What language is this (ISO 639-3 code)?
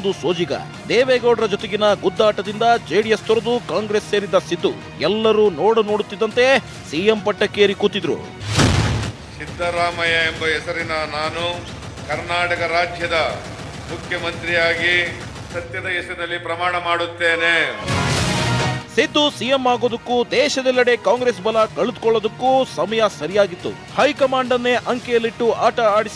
kan